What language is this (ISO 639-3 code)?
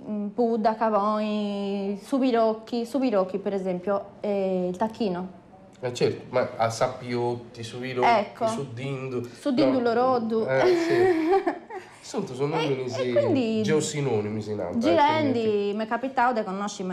srd